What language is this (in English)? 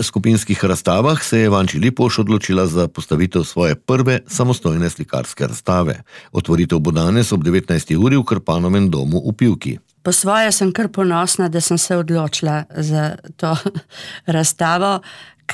Slovenian